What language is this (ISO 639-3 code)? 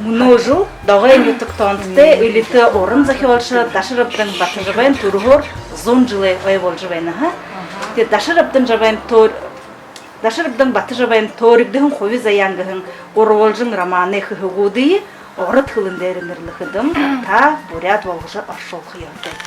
bua